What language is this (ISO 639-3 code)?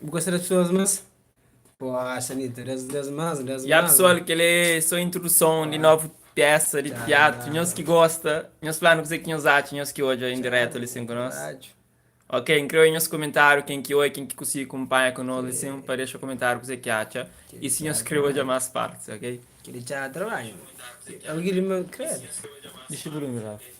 kea